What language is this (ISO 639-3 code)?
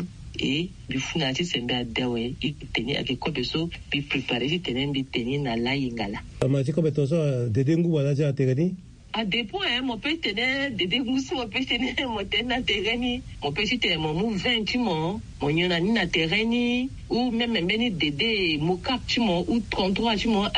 sag